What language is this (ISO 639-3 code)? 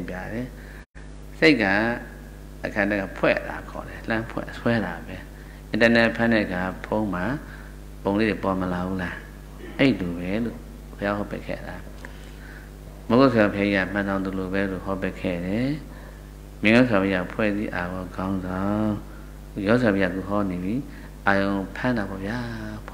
mya